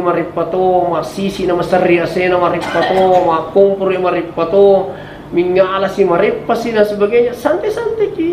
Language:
Buginese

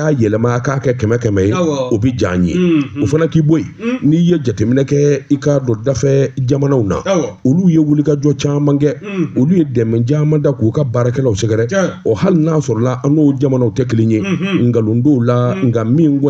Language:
Bambara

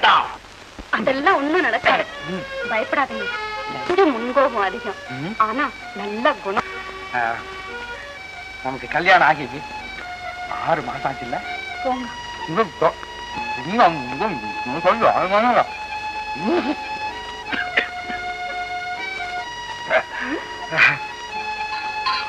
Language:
Tamil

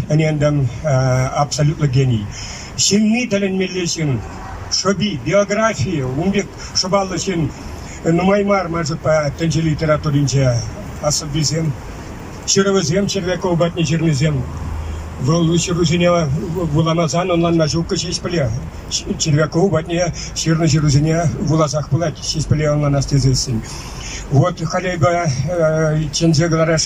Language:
Chuvash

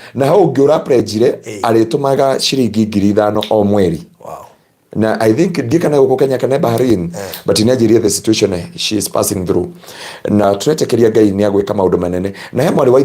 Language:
Kikuyu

